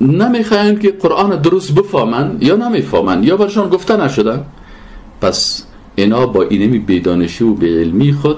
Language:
Persian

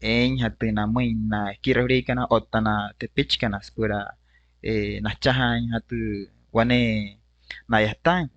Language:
Wayuu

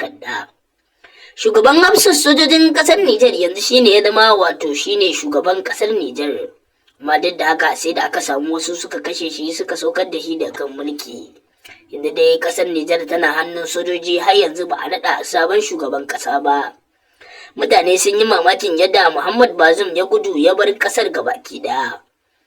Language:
Hausa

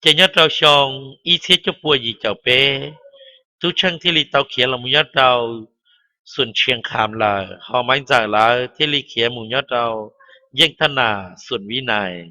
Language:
Hmong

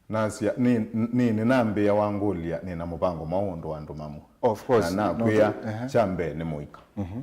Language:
Kamba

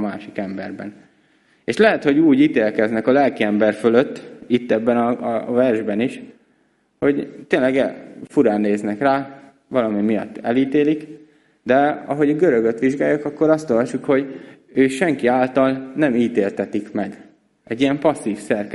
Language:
Hungarian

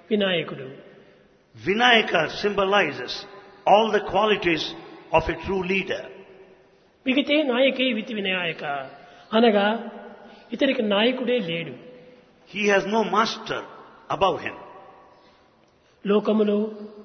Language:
Telugu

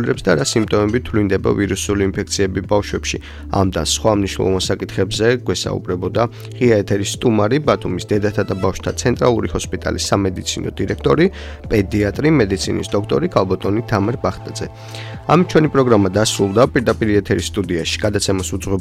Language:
Georgian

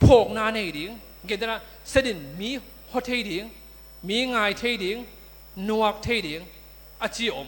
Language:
Tedim Chin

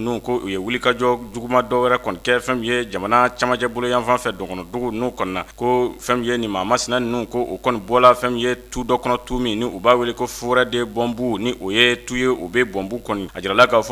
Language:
Bambara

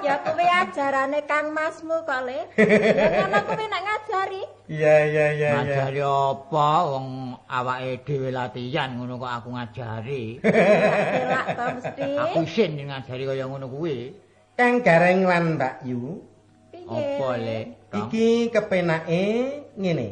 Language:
Javanese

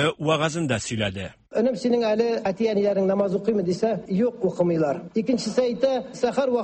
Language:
Tatar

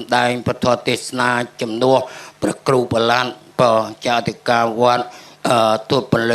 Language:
Khmer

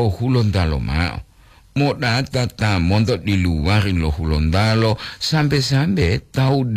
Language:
Gorontalo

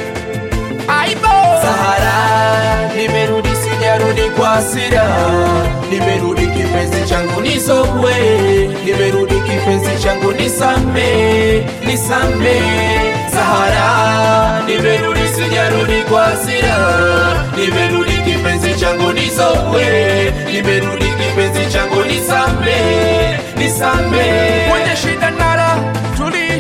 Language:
Swahili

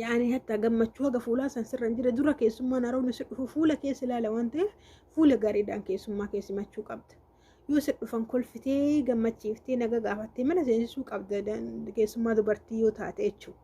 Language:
Oromo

